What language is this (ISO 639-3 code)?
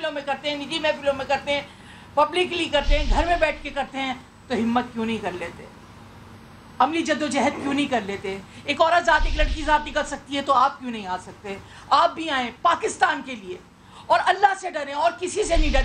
urd